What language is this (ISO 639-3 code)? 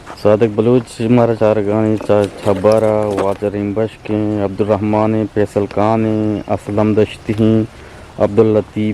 bgp